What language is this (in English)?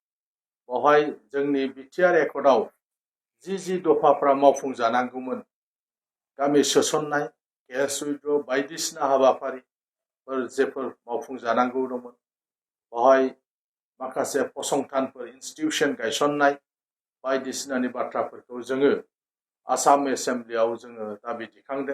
Bodo